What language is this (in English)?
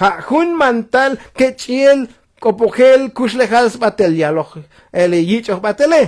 Tzotzil